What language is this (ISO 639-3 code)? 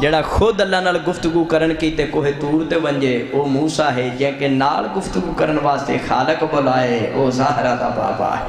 skr